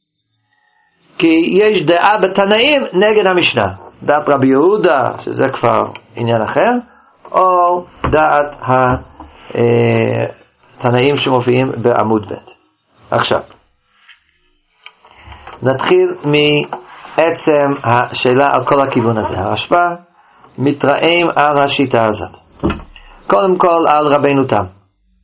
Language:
Hebrew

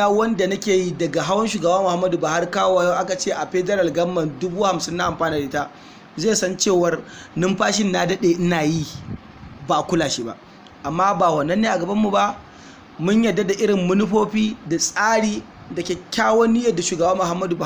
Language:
Hausa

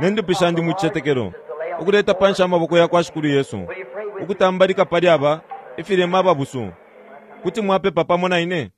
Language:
Bemba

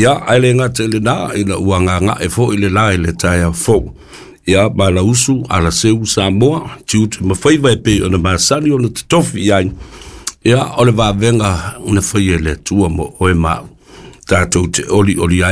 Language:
Samoan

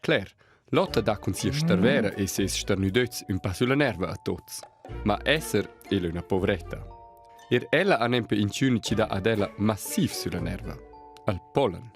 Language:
Romansh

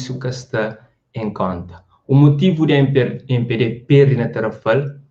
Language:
Kabuverdianu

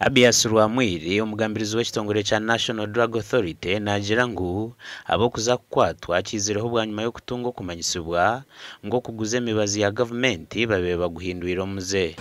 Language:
Nyankole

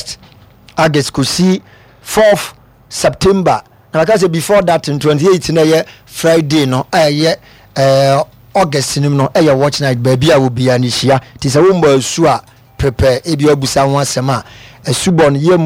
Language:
Akan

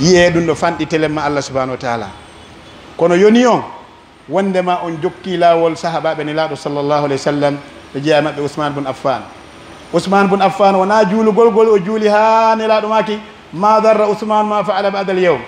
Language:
Pular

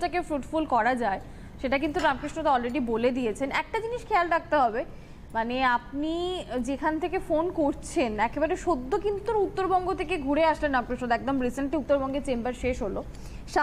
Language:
Bangla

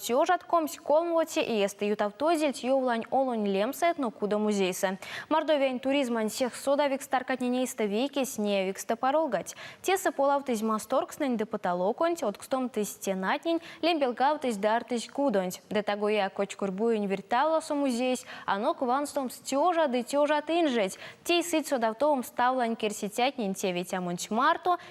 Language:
Erzya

